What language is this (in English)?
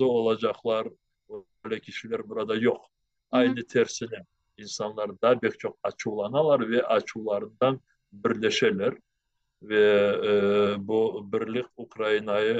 Crimean Tatar